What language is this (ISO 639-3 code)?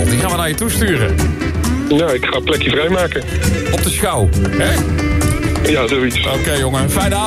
nld